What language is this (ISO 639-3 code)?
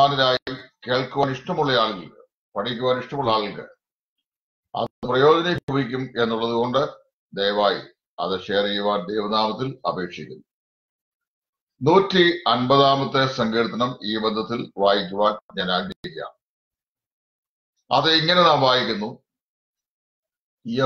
mal